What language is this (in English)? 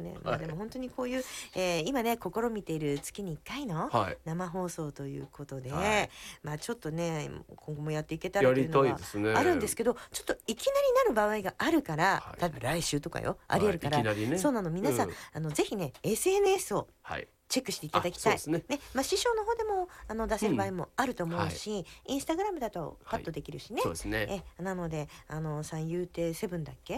Japanese